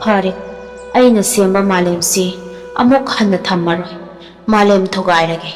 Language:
Manipuri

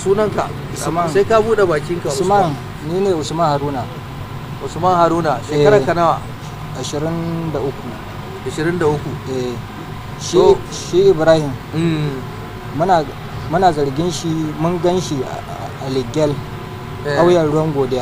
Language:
Hausa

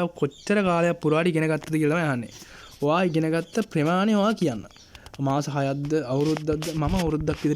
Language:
Sinhala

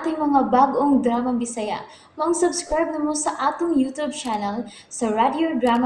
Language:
Cebuano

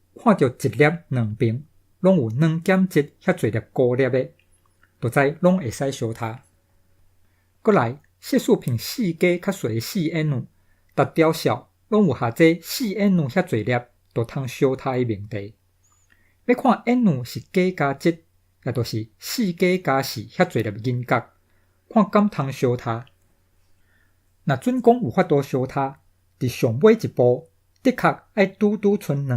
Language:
Min Nan Chinese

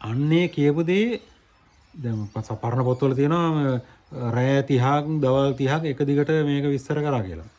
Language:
Sinhala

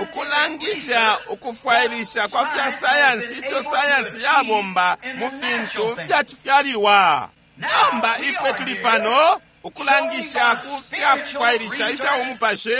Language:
Bemba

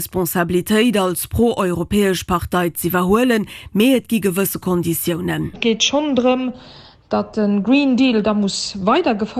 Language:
Luxembourgish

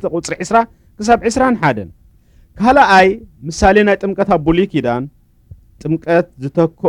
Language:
Tigrinya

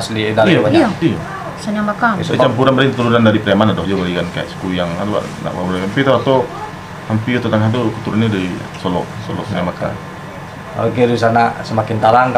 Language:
Minangkabau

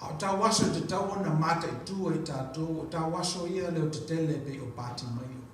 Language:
Samoan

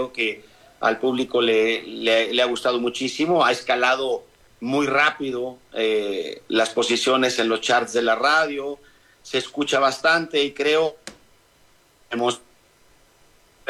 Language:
Spanish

